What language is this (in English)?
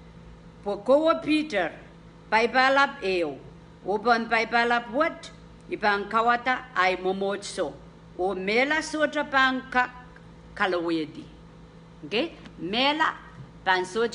Pohnpeian